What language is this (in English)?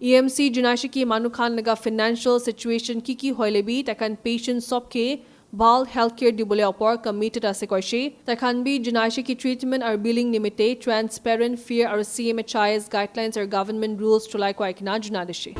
Naga Pidgin